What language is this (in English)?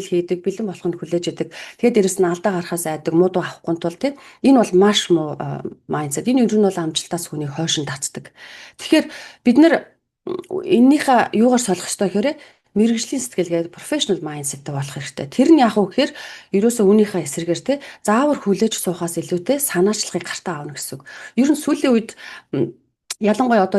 Mongolian